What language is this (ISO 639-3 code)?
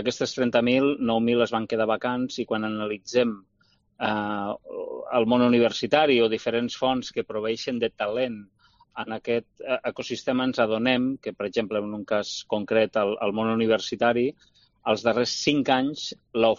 cat